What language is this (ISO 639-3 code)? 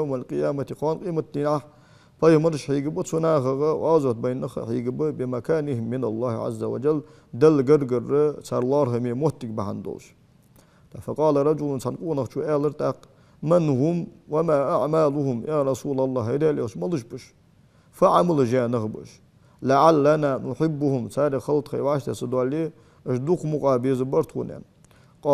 inh